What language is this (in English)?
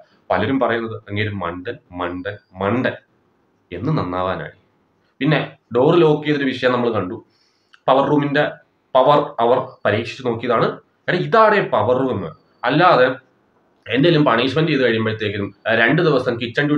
Malayalam